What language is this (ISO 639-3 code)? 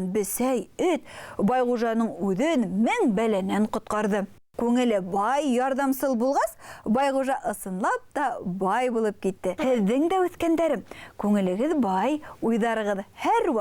bak